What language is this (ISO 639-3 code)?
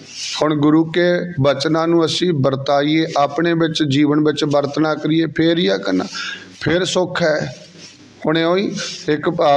pan